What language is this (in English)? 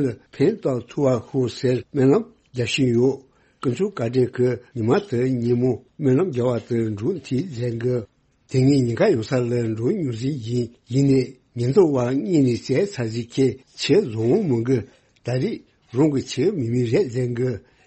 Tibetan